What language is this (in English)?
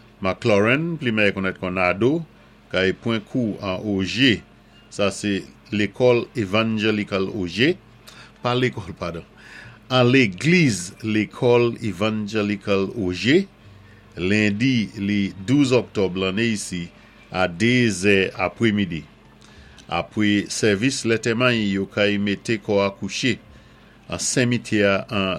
Saint Lucian Creole French